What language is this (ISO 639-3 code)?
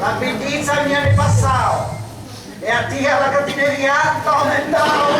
scn